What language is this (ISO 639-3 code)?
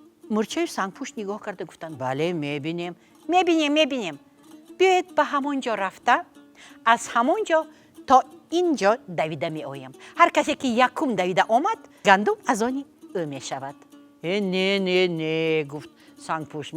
tgk